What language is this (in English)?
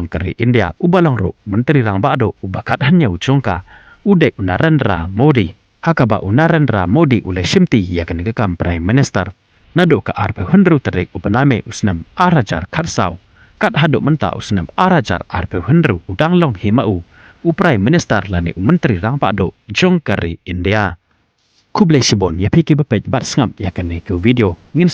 Khasi